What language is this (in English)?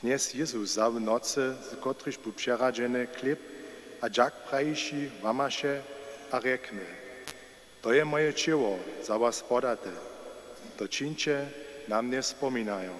Upper Sorbian